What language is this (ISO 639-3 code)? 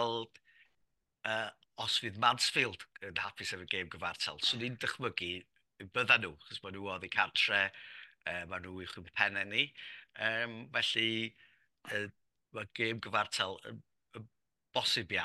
cym